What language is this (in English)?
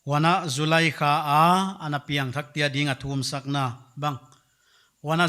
Paite Chin